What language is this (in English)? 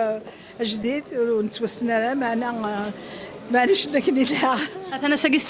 Kabyle